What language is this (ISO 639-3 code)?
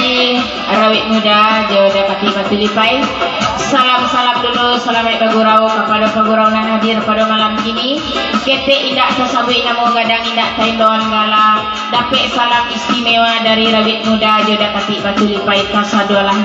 min